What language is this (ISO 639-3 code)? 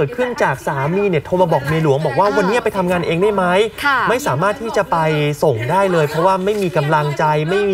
tha